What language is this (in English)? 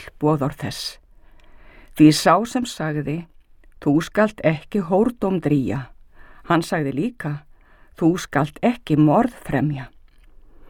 Icelandic